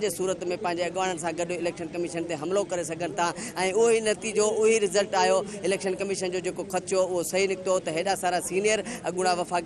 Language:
Sindhi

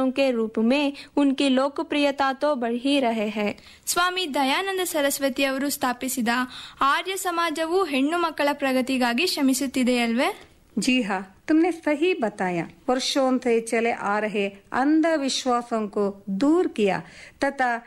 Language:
Kannada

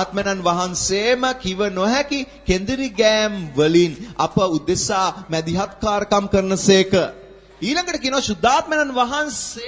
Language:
Sinhala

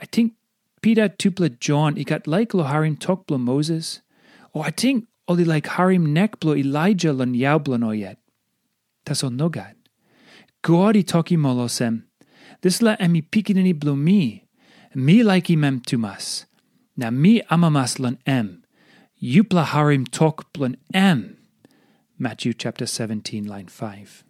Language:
Tok Pisin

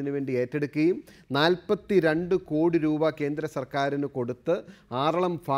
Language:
Malayalam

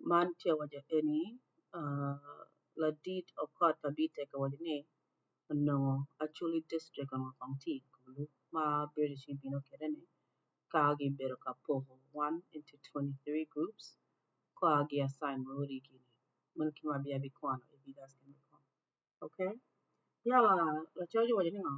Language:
Acoli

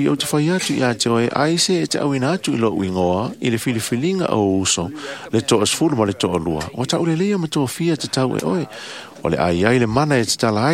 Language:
Samoan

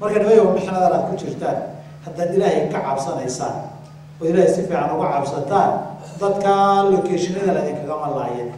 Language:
Somali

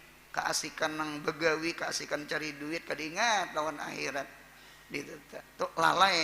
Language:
Banjar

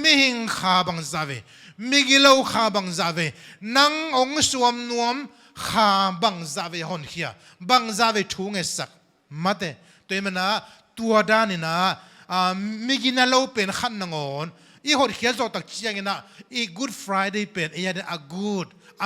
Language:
Tedim Chin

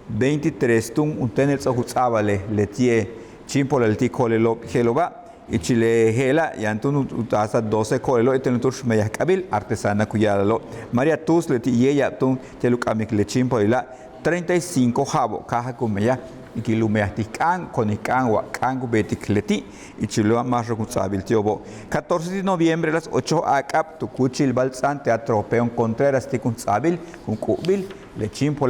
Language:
Yucateco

